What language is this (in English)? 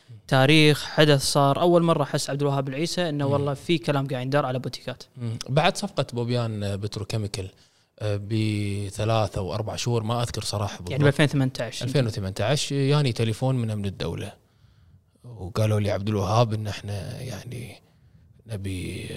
Gulf Arabic